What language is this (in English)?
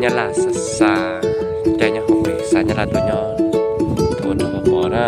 Hmong